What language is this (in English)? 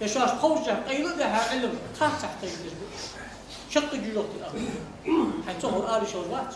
Ingush